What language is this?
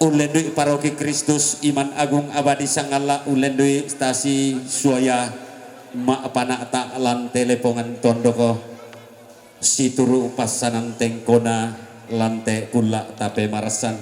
Toraja-Sa'dan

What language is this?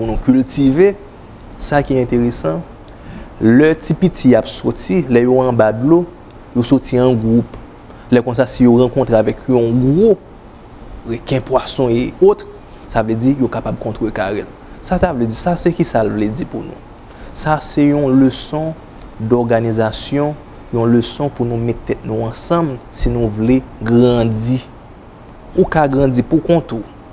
Haitian Creole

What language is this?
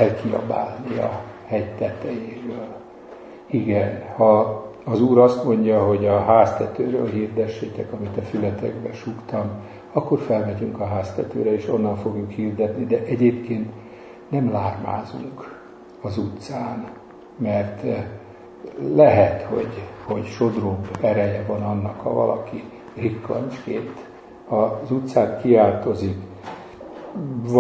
Hungarian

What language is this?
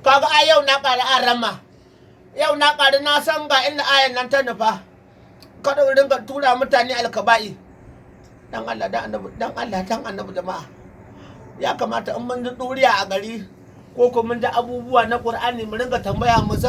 Hausa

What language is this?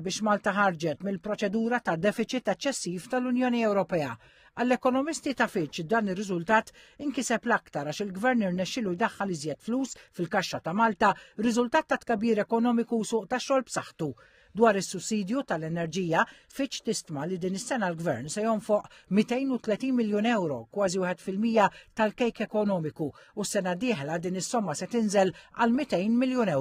Maltese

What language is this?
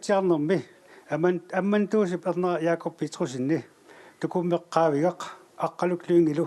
Kalaallisut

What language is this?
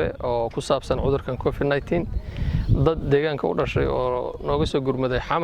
Somali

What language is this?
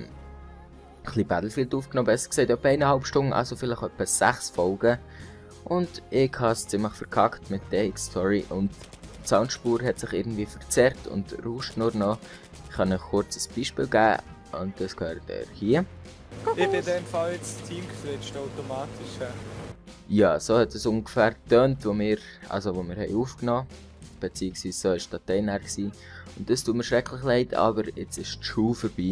Swiss German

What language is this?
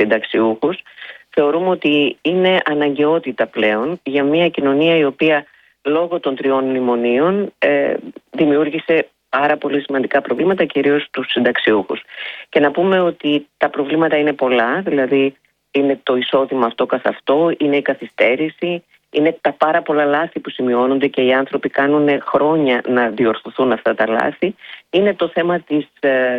Greek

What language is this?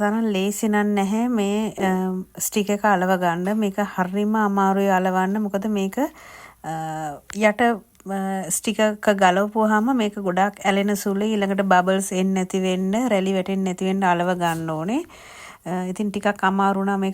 Sinhala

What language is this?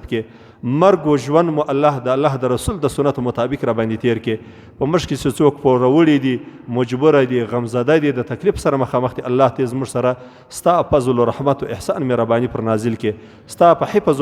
Pashto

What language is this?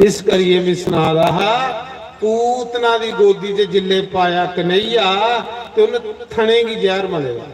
Dogri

